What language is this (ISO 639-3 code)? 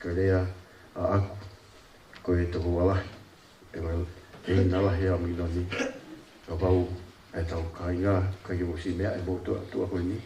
ton